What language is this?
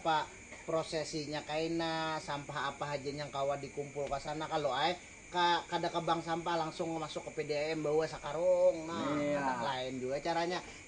Banjar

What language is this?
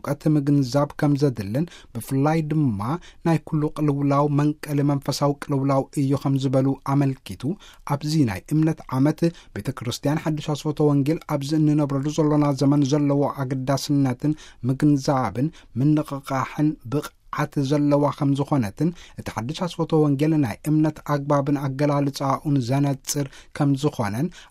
Tigrinya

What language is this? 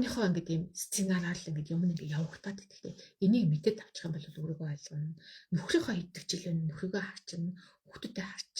Mongolian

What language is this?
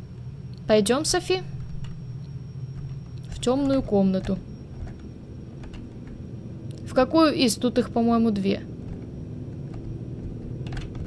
Russian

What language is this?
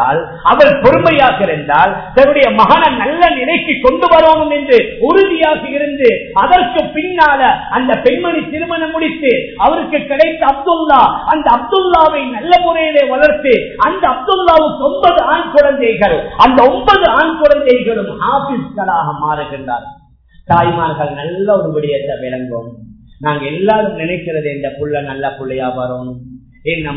Tamil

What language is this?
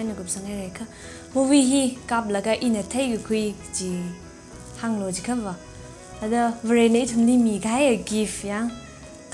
Tangkhul Naga (India)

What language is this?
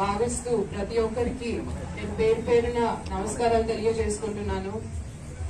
Telugu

